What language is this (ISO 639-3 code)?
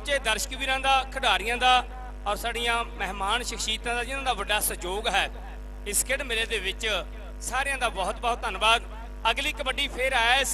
pan